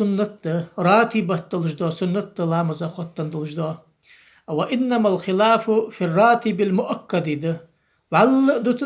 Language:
Ingush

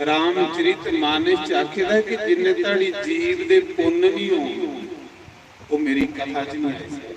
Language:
Dogri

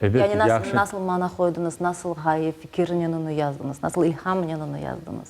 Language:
Crimean Tatar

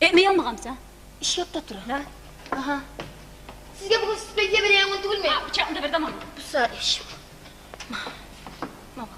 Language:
Kumyk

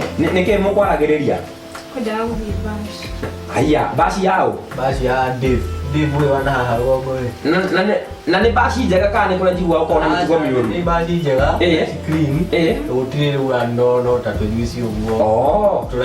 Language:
Kikuyu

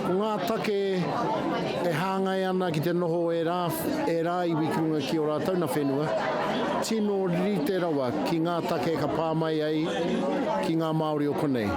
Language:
Māori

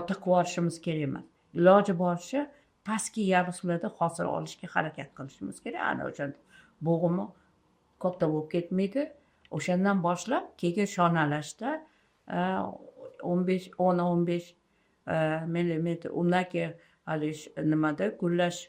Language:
Uzbek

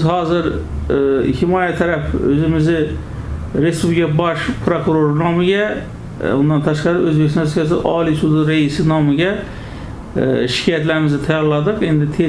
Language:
Uzbek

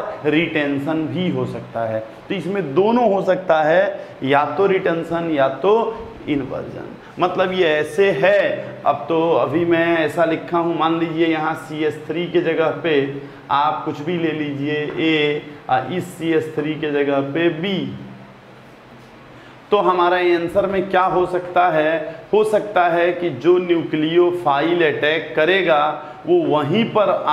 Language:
Hindi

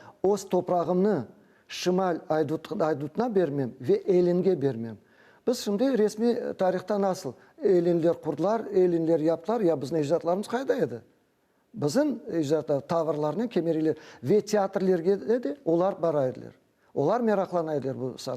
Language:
Crimean Tatar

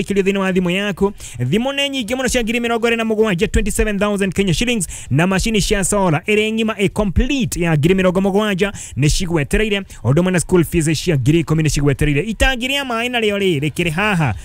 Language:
Kikuyu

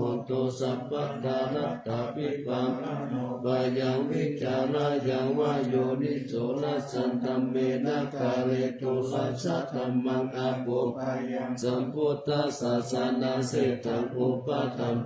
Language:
Pali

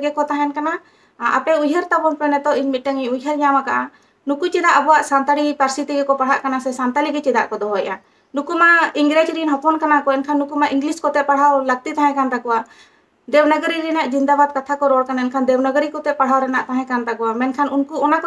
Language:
Santali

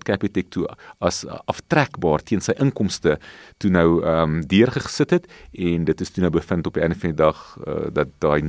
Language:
Afrikaans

